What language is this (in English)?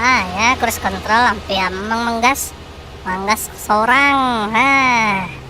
Banjar